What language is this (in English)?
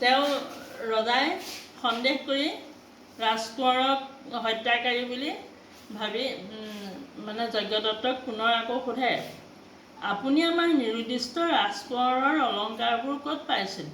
Assamese